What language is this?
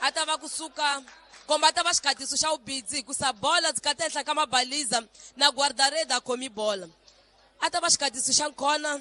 Tsonga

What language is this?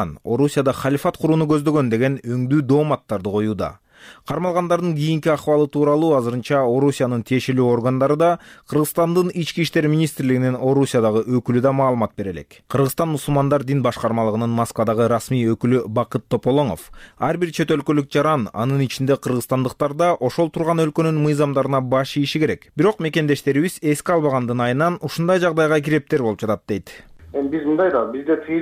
Kyrgyz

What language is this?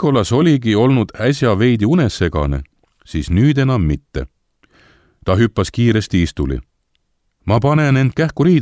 Estonian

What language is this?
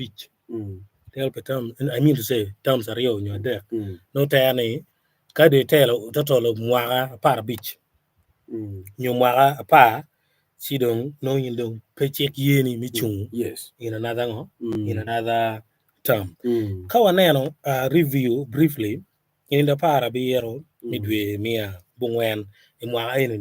Acoli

